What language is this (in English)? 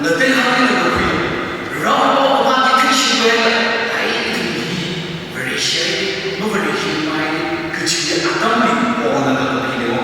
Tangkhul Naga (India)